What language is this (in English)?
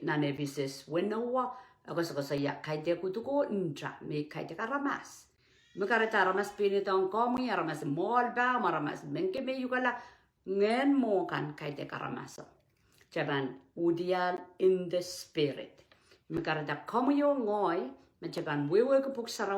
Pohnpeian